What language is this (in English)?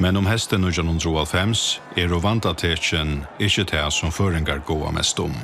Faroese